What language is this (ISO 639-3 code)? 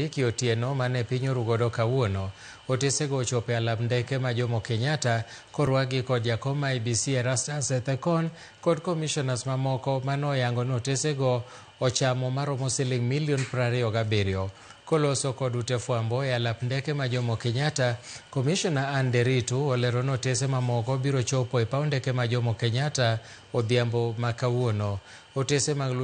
luo